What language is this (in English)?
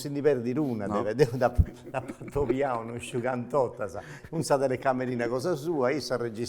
Sardinian